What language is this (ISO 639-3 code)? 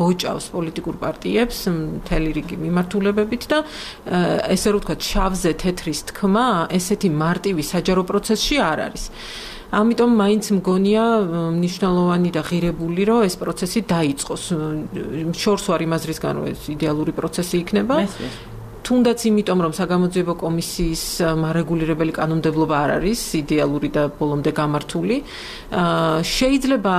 kat